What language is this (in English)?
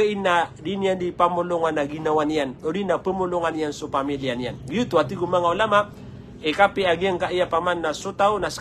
Maranao